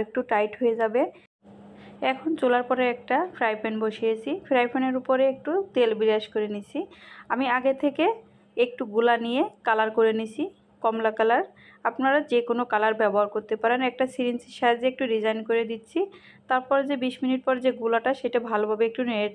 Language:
Bangla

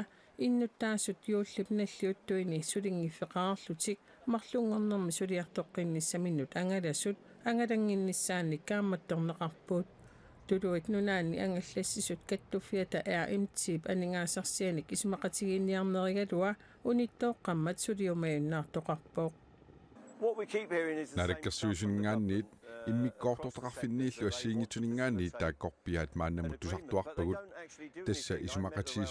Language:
Kalaallisut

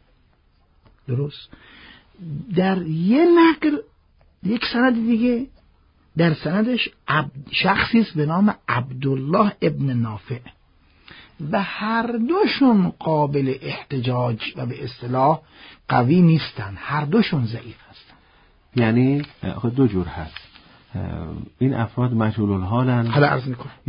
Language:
Persian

